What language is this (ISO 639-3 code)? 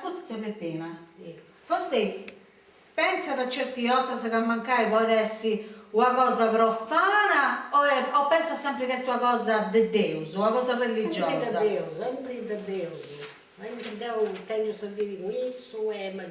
srd